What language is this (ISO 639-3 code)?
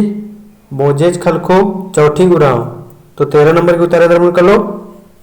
kru